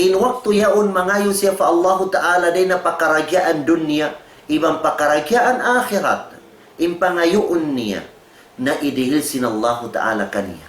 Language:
Tausug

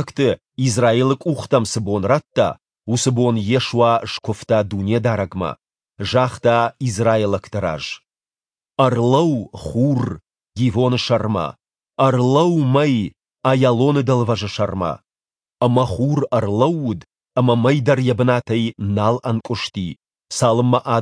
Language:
Ossetic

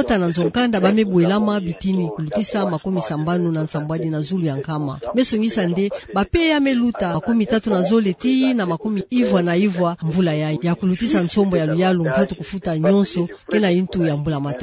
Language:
Kituba (Democratic Republic of Congo)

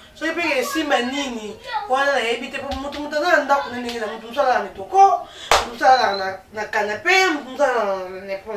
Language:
Lingala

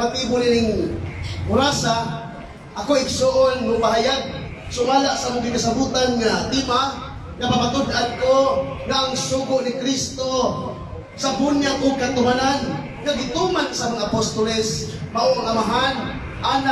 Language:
Cebuano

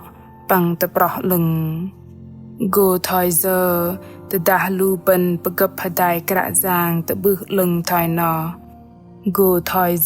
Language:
Bahnar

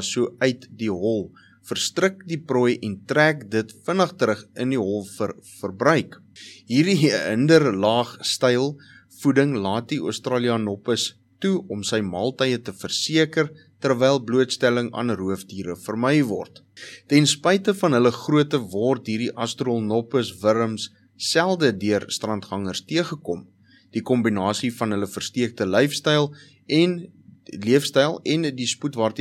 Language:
Afrikaans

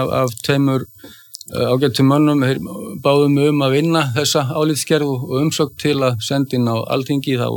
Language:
Icelandic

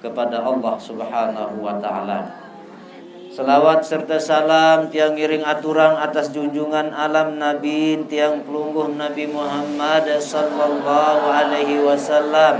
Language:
Sasak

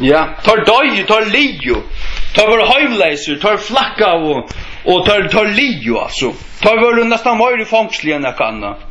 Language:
Faroese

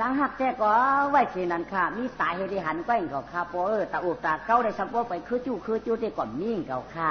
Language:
Shan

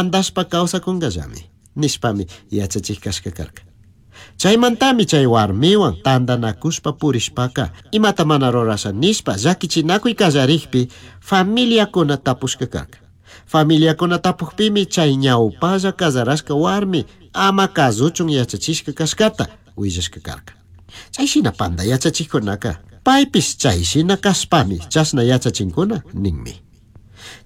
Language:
Chimborazo Highland Quichua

